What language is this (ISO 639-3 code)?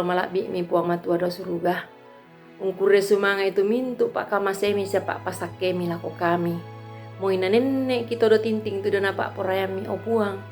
sda